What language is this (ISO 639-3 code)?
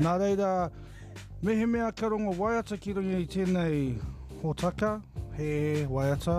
mri